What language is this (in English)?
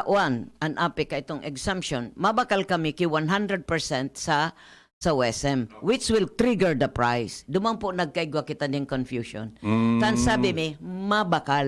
Bikol